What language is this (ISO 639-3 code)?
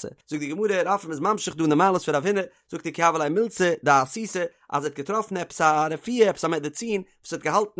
yid